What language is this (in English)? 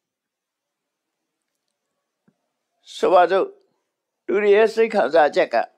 Burmese